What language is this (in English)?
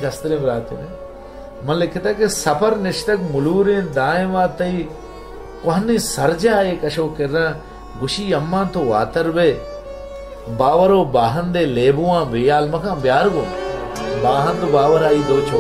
Baluchi